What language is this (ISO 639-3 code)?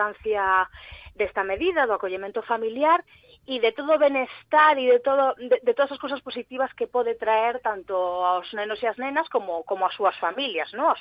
glg